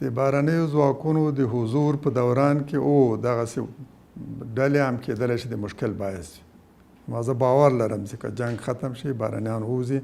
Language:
Pashto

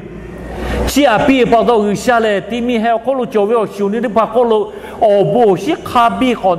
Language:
Lahu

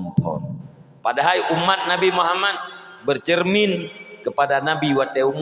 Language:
Achinese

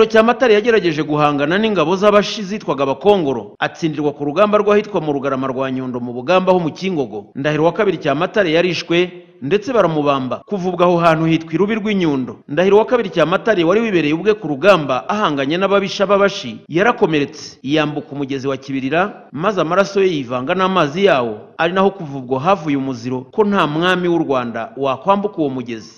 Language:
Kinyarwanda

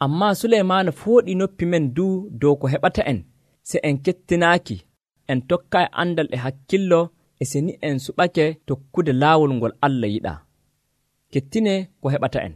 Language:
Nigerian Fulfulde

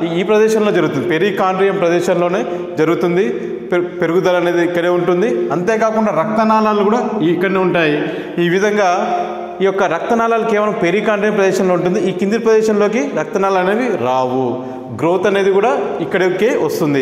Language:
Telugu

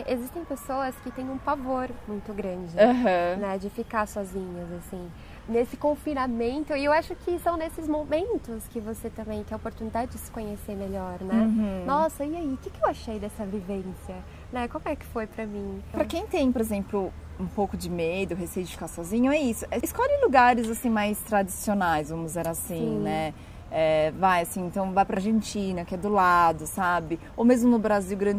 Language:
Portuguese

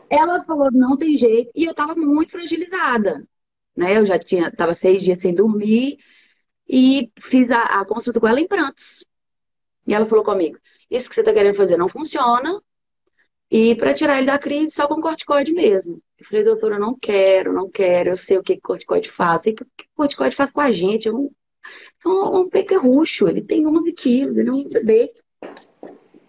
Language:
Portuguese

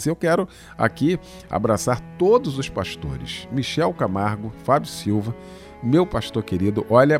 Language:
Portuguese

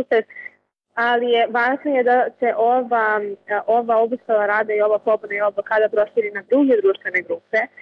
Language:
Serbian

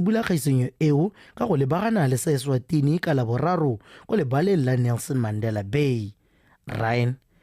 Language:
Tswana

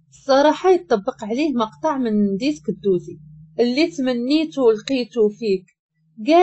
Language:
Moroccan Arabic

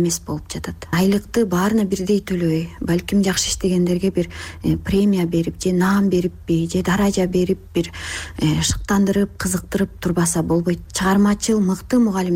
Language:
Kyrgyz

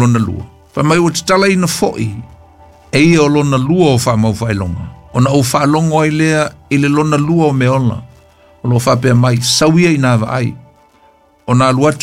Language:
Samoan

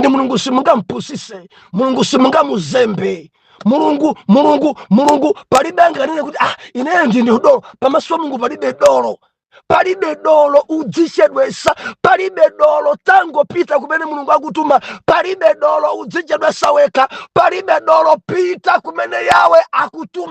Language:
Nyanja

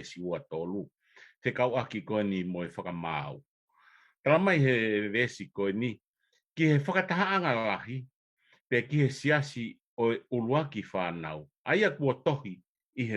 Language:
Tongan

